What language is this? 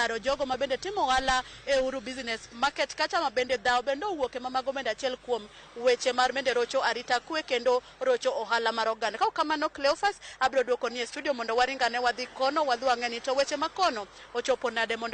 Luo (Kenya and Tanzania)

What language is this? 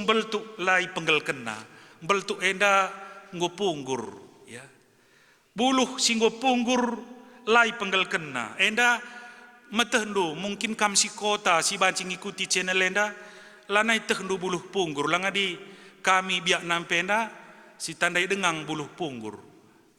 Batak Karo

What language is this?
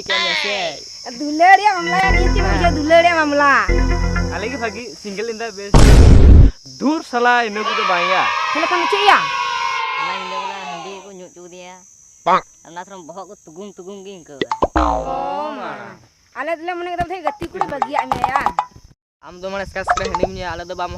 Santali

